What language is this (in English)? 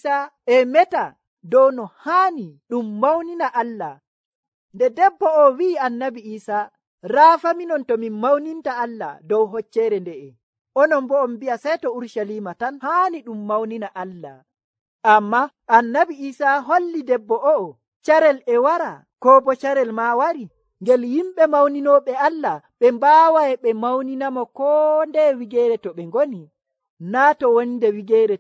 Nigerian Fulfulde